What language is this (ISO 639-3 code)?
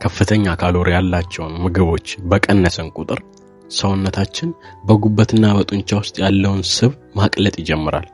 amh